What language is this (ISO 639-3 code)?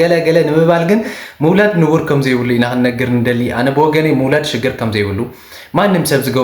tir